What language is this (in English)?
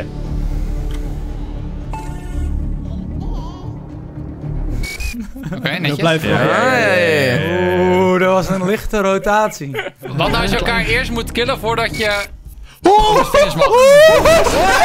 Dutch